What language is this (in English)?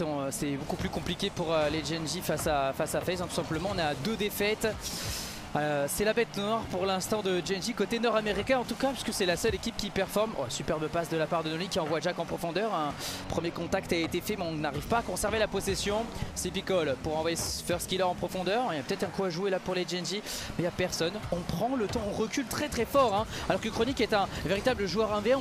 French